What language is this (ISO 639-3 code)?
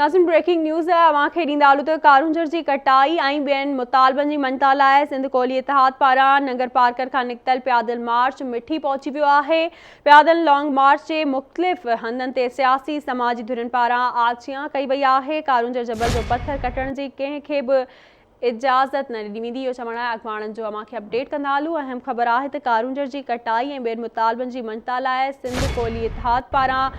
snd